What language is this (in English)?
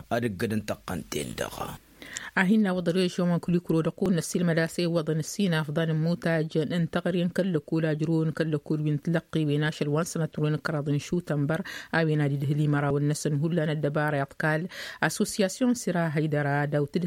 Tamasheq